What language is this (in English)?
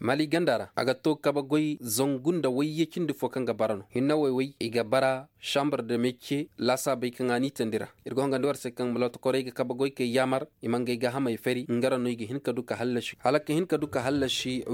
Koyraboro Senni